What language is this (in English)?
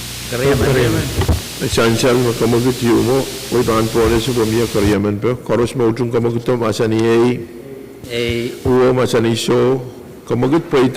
Pohnpeian